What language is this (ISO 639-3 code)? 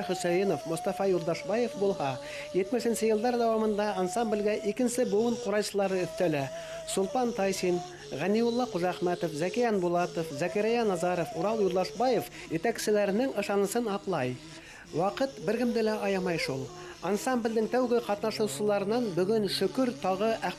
bak